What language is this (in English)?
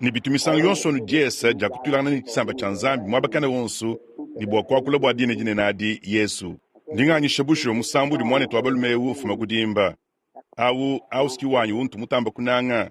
Luba-Lulua